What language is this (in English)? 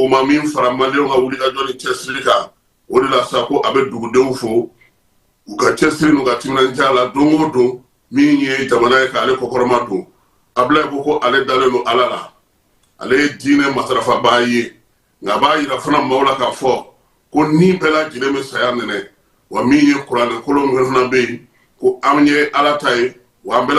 Bambara